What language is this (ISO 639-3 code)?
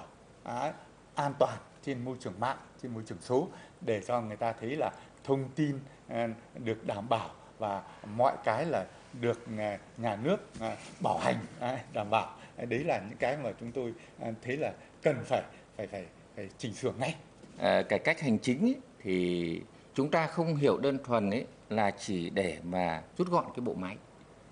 vie